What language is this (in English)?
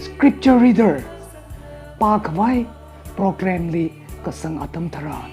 Tangkhul Naga (India)